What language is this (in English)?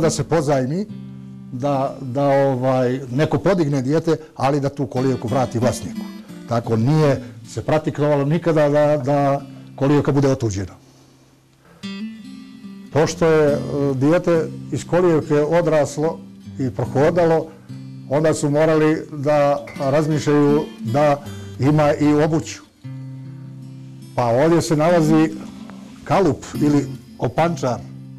Bosnian